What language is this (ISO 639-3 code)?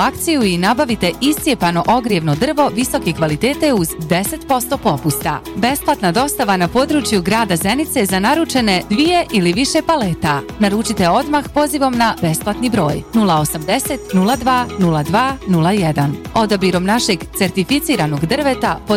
bos